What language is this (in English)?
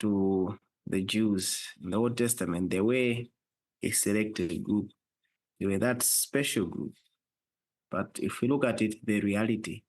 English